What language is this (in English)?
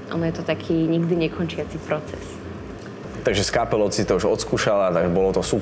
Slovak